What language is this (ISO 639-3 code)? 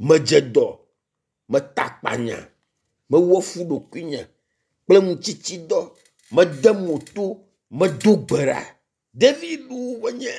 ewe